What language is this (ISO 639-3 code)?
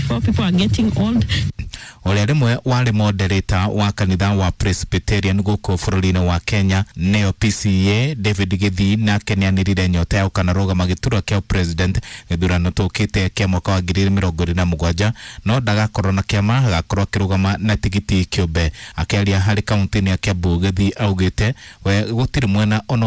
kik